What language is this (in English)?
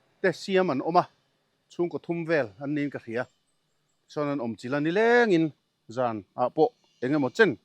Mizo